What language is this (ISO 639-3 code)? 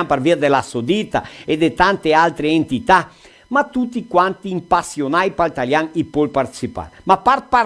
vec